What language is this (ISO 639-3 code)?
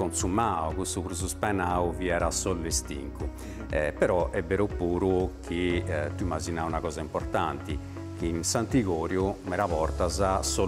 srd